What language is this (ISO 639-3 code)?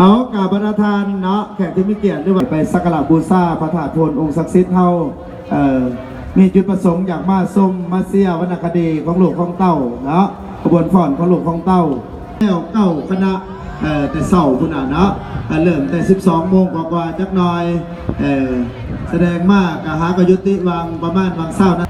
lao